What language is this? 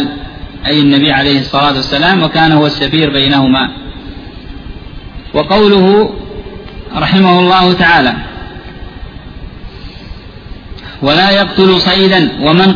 Arabic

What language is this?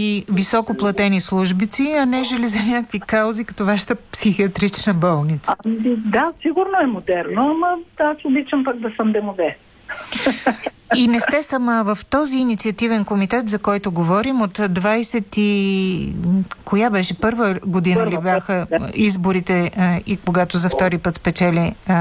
Bulgarian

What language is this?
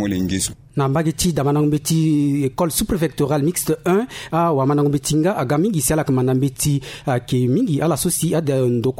Sango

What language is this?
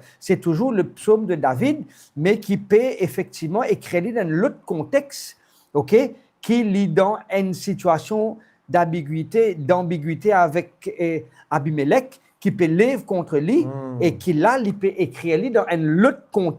Morisyen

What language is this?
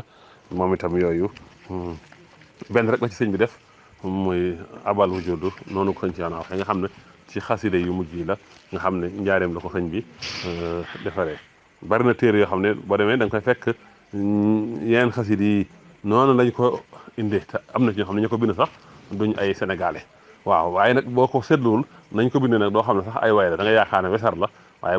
Wolof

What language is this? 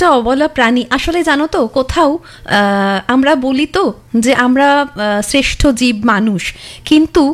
Bangla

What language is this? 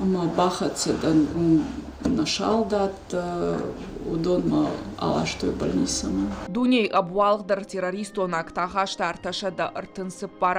Ossetic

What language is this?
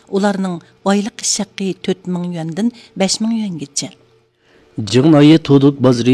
Uyghur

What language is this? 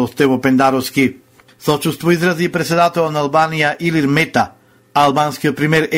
Macedonian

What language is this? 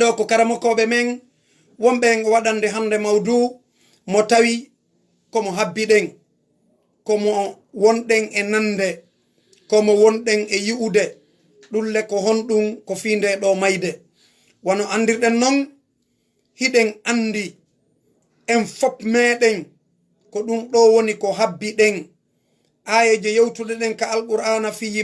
Fula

